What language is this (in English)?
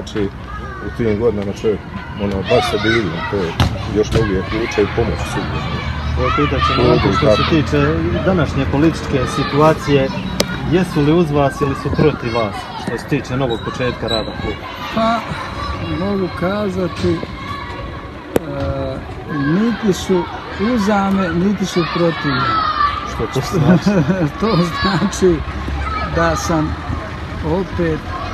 Croatian